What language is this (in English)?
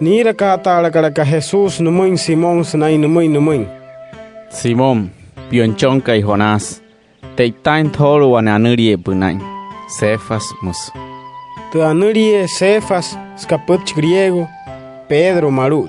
Wayuu